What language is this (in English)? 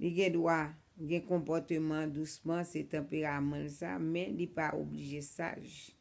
Haitian Creole